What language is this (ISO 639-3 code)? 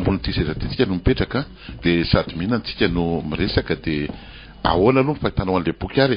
mlg